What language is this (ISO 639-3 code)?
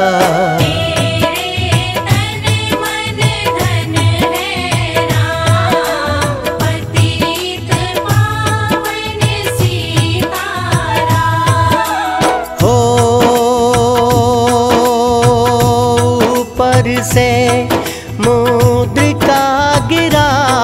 hin